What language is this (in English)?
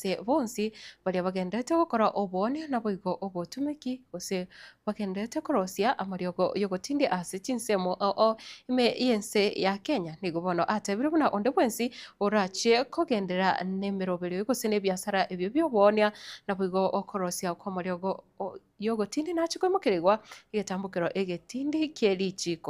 Gusii